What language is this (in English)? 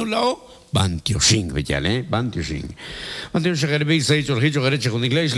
Kekchí